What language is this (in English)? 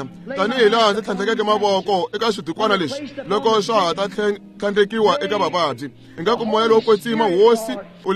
Tsonga